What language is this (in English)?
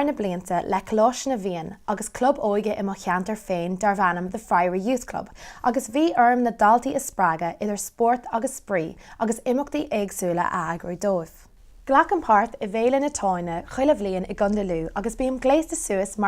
Irish